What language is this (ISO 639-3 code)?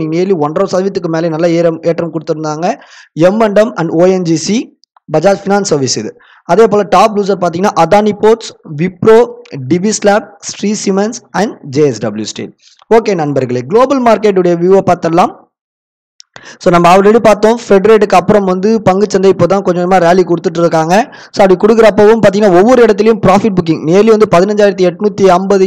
tam